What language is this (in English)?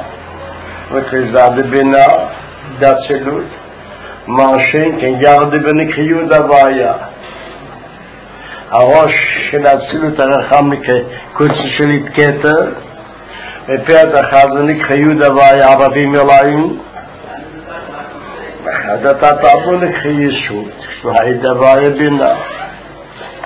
Hebrew